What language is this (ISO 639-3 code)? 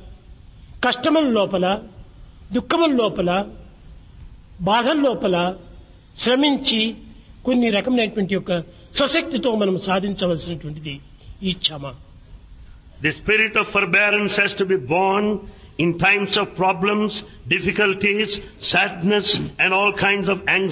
tel